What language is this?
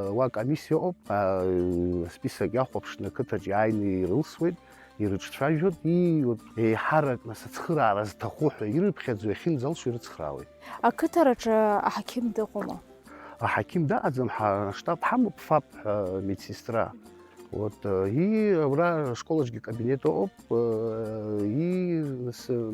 Abkhazian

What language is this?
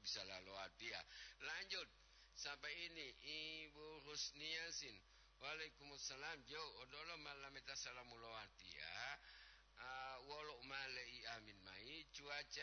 Gorontalo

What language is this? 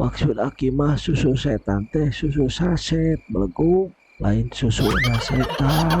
Sundanese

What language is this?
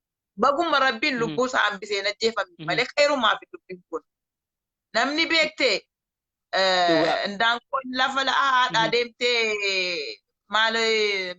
Oromo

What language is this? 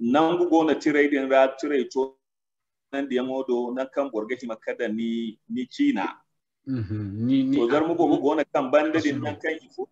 Zarma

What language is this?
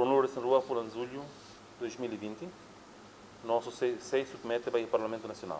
Tetum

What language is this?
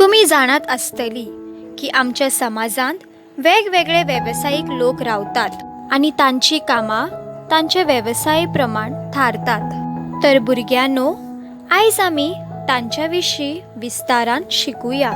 Konkani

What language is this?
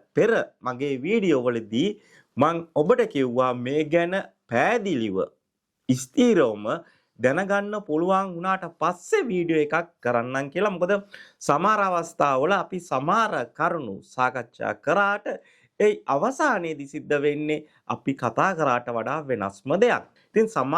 Sinhala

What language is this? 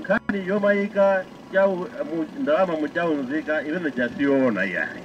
Nyanja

